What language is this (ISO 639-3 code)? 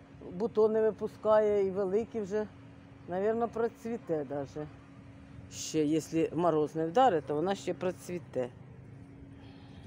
ukr